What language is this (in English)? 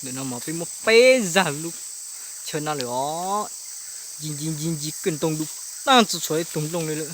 Hmong